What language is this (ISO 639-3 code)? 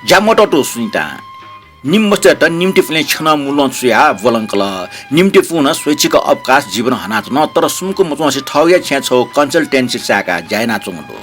new